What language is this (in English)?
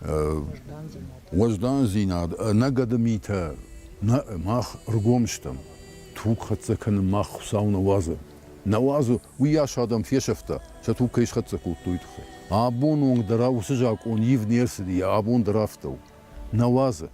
Ossetic